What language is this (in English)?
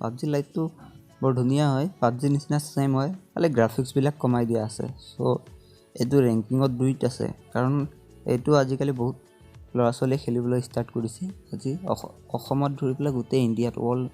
Assamese